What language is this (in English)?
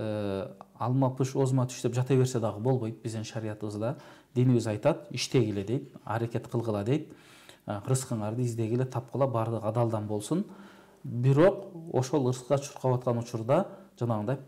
Kyrgyz